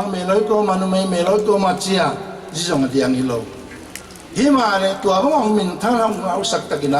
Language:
Paite Chin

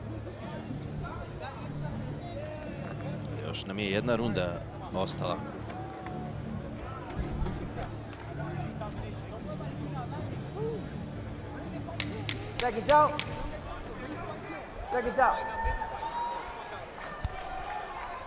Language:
Croatian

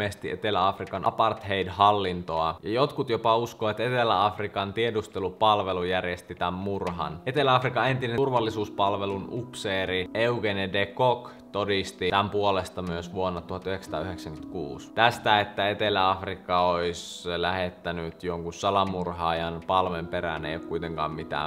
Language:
Finnish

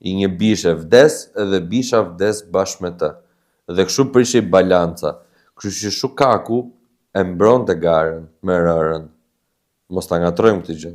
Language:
Albanian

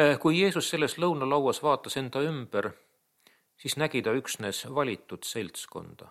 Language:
Estonian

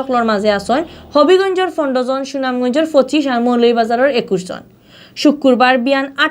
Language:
Sylheti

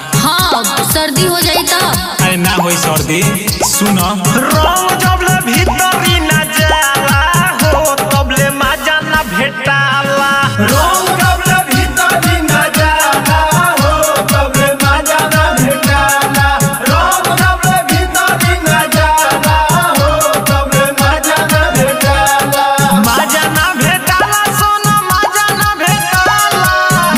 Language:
Bhojpuri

